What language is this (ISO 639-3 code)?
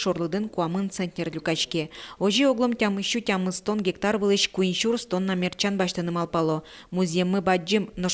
udm